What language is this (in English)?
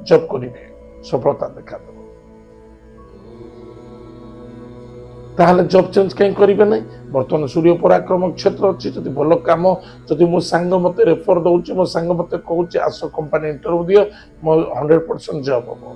Odia